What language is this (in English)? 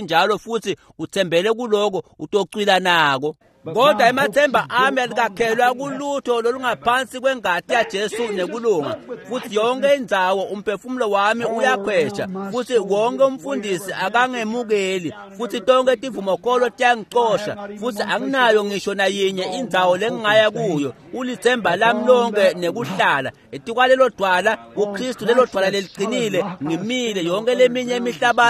Swati